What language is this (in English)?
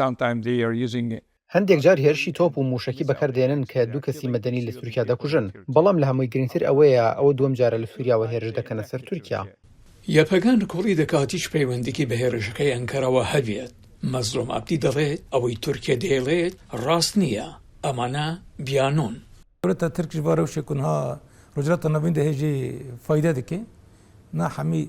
Central Kurdish